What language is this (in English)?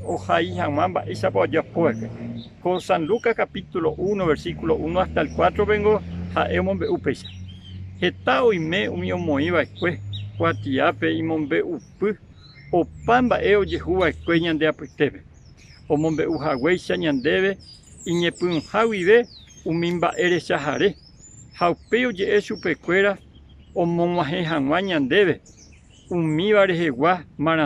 Guarani